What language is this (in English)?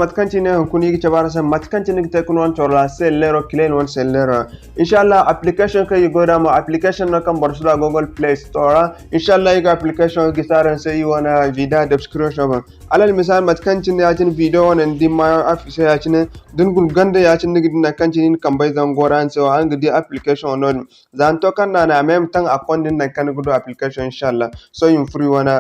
Zarma